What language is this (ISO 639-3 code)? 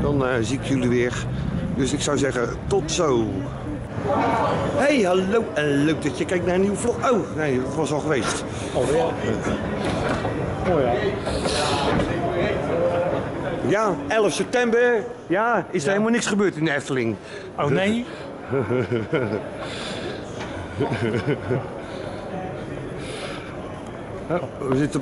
nld